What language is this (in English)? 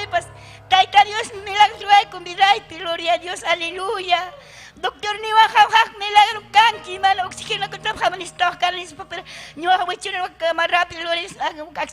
Ayacucho Quechua